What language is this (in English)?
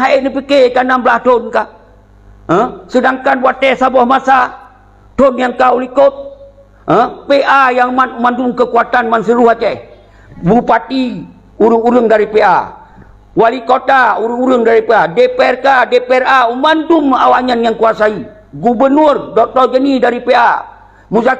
Achinese